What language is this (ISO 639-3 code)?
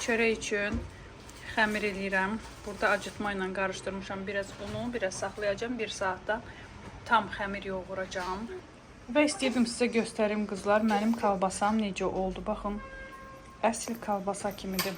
aze